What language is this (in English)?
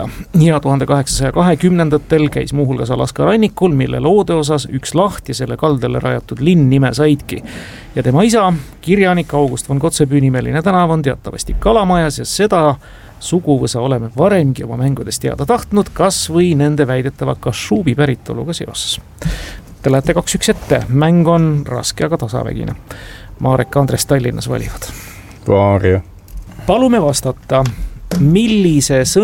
Estonian